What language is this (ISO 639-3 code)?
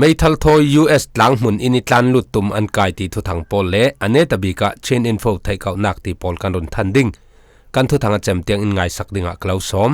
cfm